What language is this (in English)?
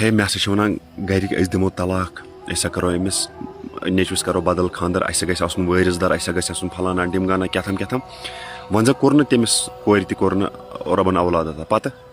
Kashmiri